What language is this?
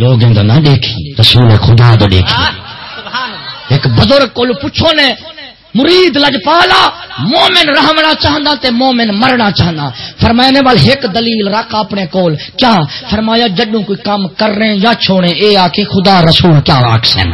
Saraiki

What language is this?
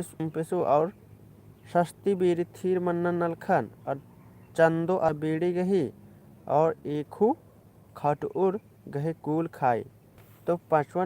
Kurukh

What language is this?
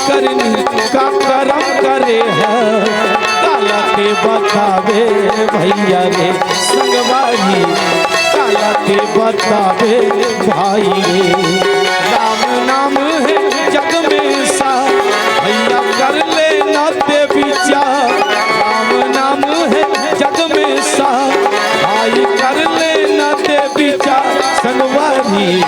Chhattisgarhi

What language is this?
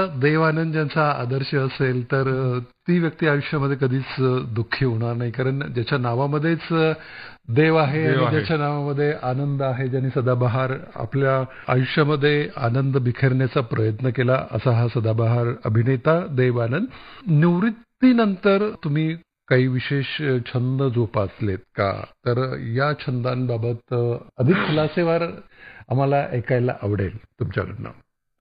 Marathi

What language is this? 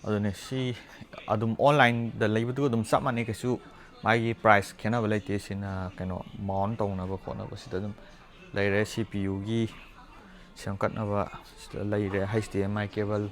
Manipuri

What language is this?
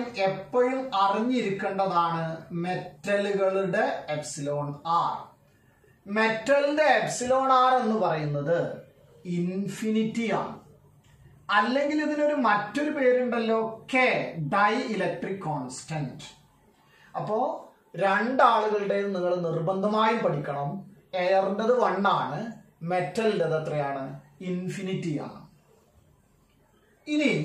Malayalam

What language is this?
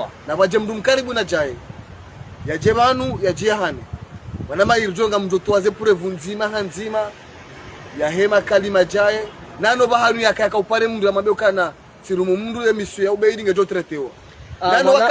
Ngazidja Comorian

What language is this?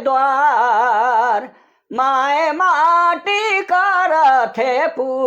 Sadri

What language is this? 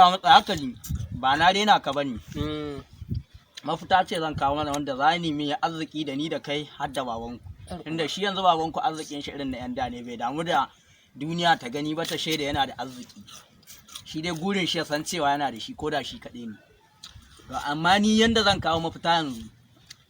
Hausa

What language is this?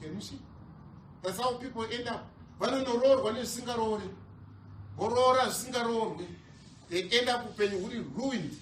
Shona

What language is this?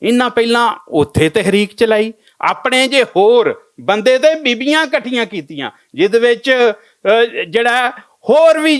Western Panjabi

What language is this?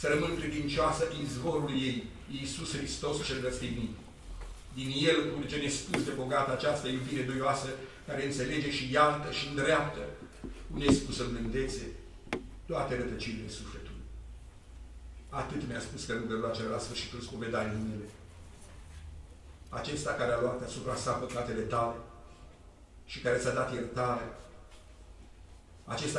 Romanian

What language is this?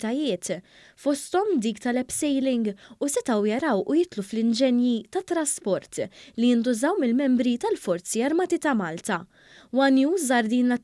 Maltese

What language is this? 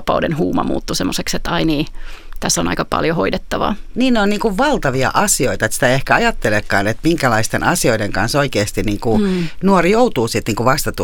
Finnish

